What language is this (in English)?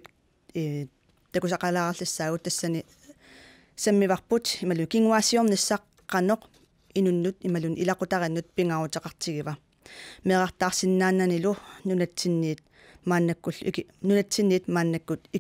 Kalaallisut